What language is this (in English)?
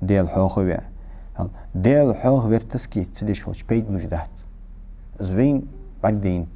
Ingush